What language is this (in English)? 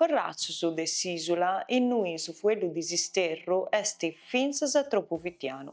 Sardinian